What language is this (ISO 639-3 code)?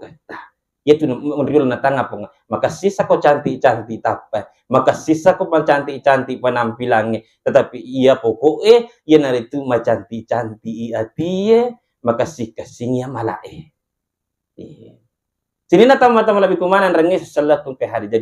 bug